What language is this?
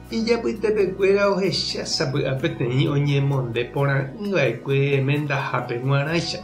Guarani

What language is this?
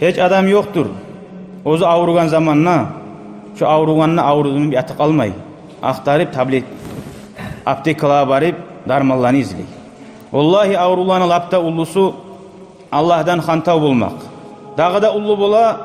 Kumyk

